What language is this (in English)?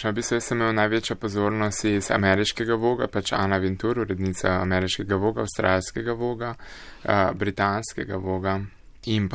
Slovenian